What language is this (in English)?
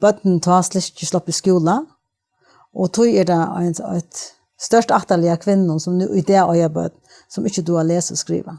Faroese